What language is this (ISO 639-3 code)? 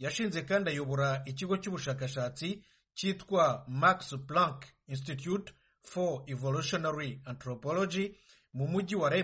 kin